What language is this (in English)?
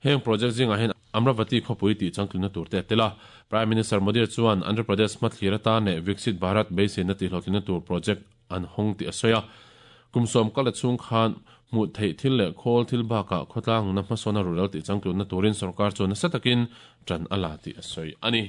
Mizo